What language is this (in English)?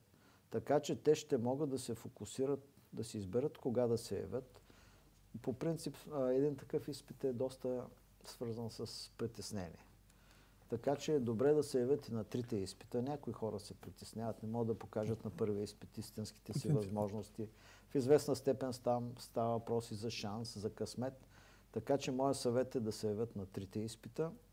Bulgarian